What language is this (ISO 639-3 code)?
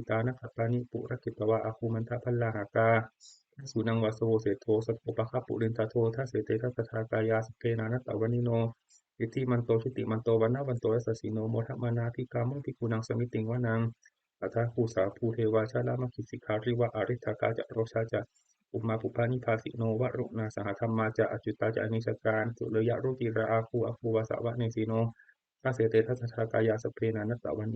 pli